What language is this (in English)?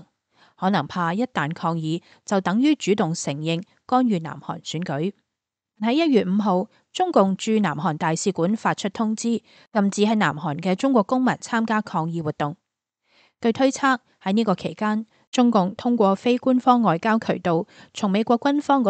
Cantonese